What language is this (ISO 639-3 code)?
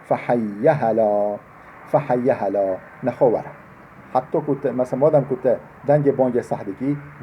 kur